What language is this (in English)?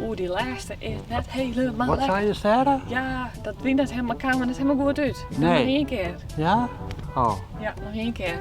Western Frisian